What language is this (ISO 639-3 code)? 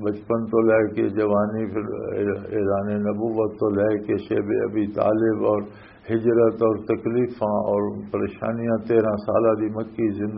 lah